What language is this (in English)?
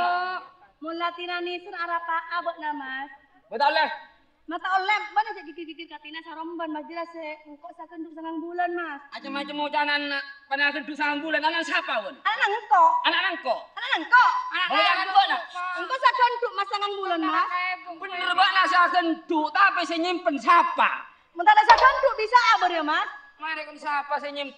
Madurese